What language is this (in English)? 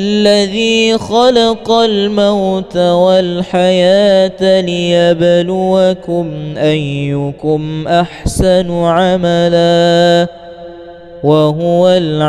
Arabic